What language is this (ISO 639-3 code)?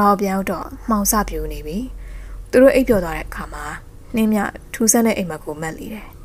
mya